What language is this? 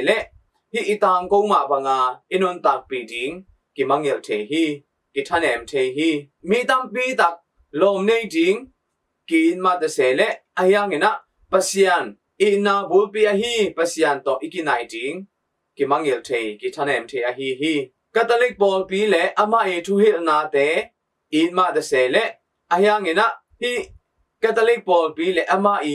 Tedim Chin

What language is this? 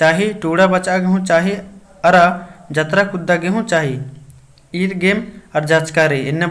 Kurukh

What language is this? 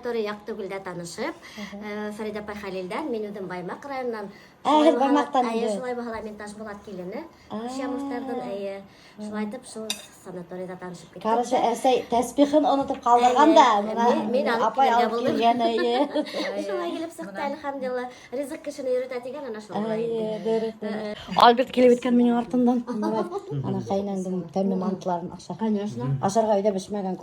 Bashkir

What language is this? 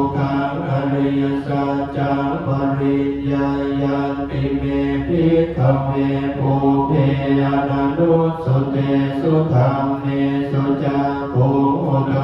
Pali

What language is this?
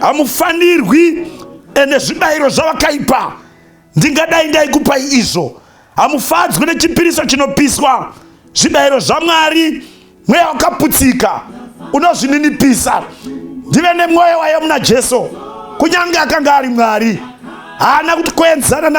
Shona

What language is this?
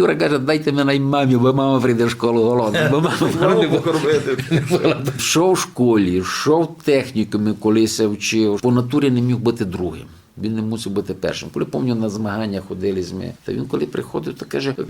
Rusyn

